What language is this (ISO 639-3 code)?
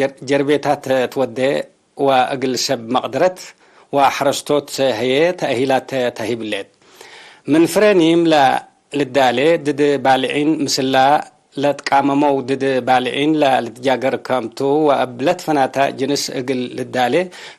tig